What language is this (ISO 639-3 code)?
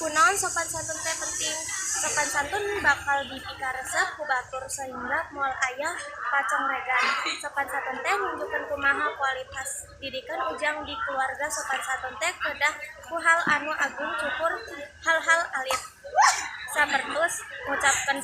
sun